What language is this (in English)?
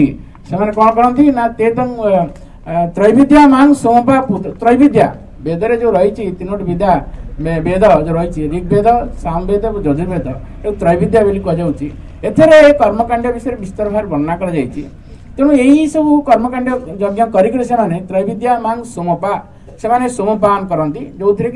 Odia